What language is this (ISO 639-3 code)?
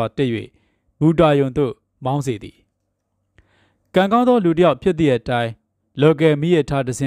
mya